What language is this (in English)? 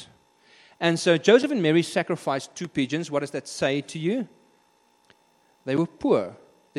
English